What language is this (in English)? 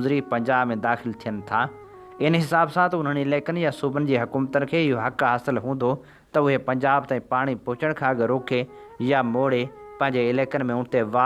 Sindhi